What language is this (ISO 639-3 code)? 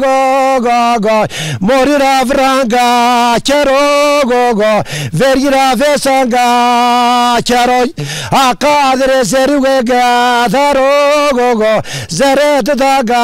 zza